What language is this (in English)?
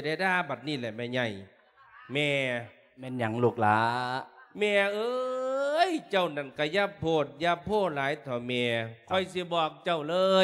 Lao